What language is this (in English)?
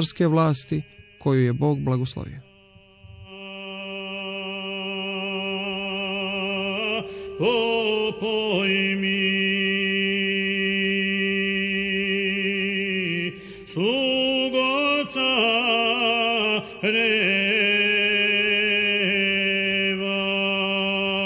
Croatian